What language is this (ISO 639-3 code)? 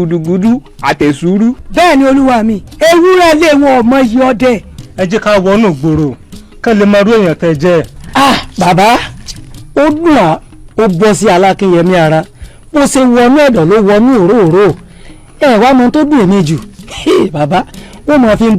yor